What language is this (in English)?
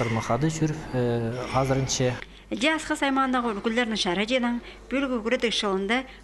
Khakas